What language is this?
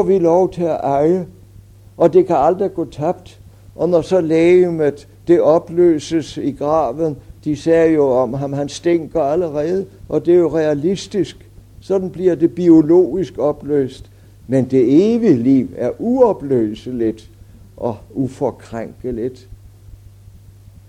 Danish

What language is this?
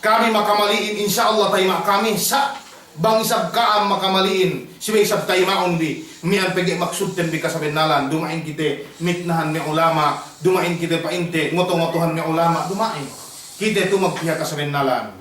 Yakan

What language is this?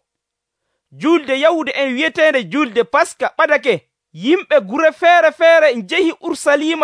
Nigerian Fulfulde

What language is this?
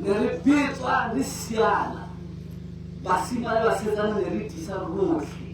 Tswana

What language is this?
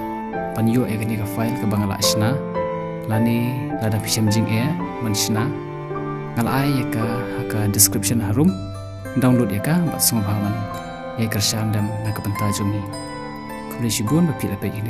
Khasi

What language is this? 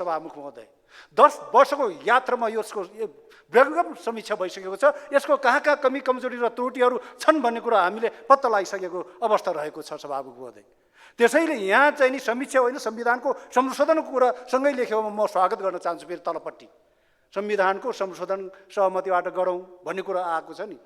Nepali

